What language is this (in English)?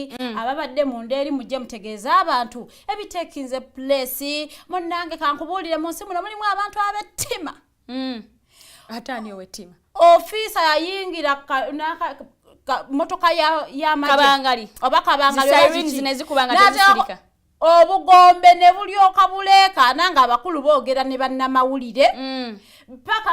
Ganda